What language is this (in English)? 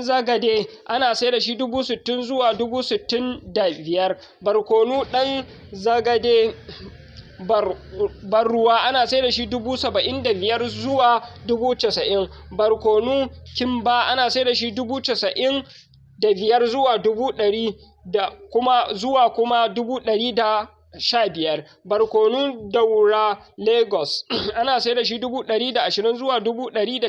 Hausa